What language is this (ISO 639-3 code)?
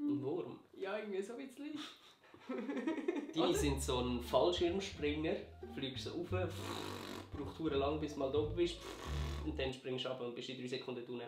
gsw